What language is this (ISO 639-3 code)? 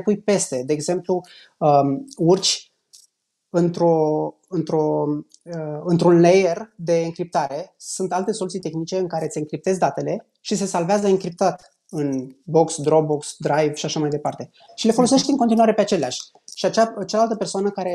ron